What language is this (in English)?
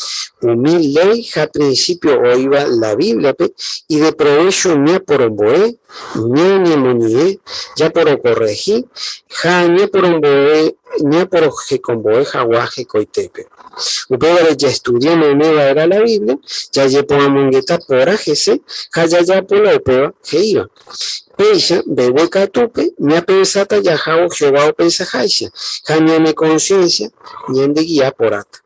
Guarani